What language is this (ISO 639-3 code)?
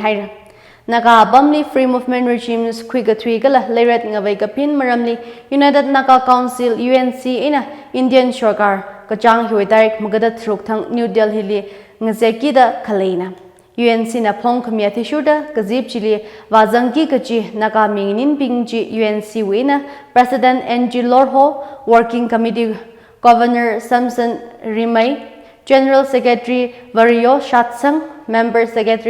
nmf